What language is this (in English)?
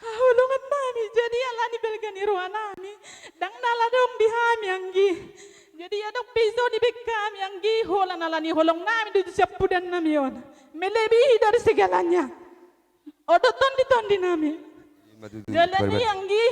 Batak Toba